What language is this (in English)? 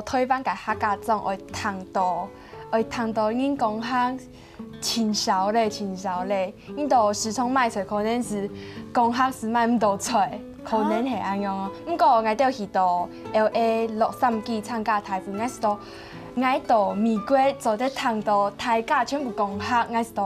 Hakka Chinese